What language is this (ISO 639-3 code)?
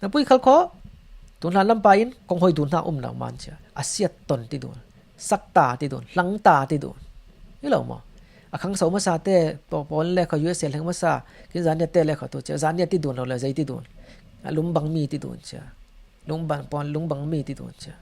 cfm